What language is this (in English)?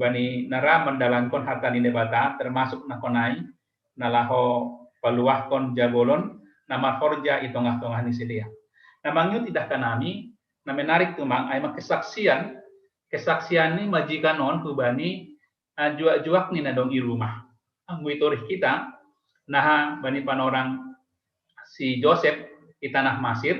Batak Simalungun